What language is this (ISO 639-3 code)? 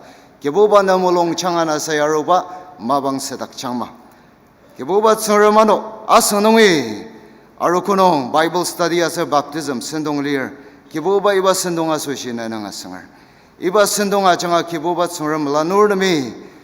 njo